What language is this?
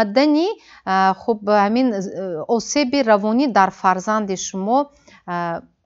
Tajik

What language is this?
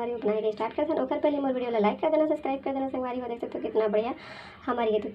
Chhattisgarhi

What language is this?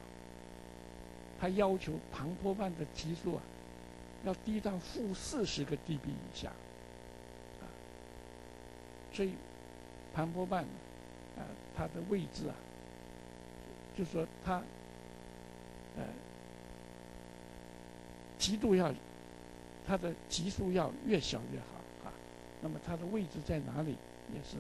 Chinese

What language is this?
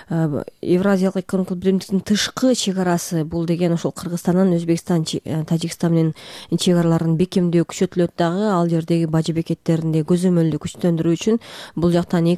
Kyrgyz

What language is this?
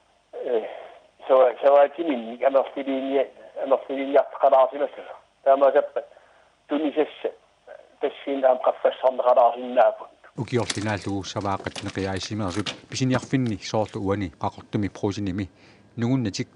Kalaallisut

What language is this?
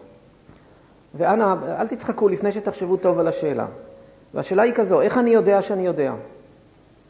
Hebrew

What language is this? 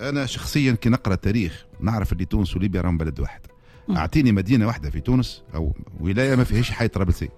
Tunisian Arabic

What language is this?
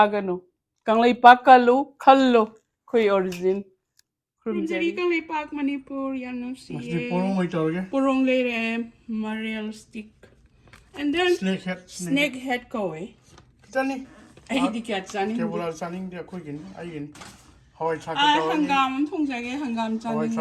Manipuri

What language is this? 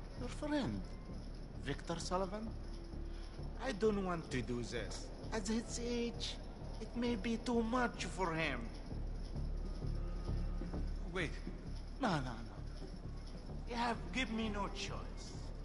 English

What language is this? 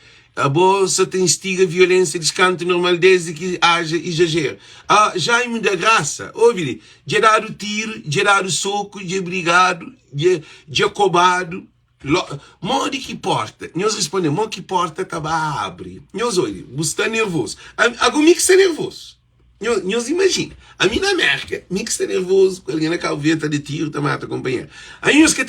Kabuverdianu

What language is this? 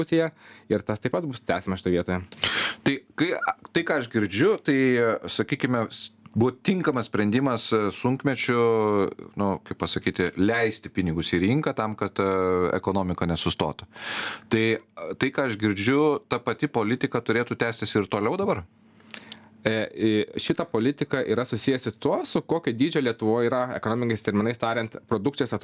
Lithuanian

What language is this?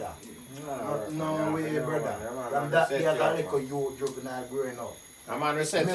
Jamaican Creole English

